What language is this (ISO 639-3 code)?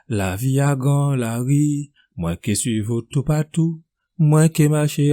gcf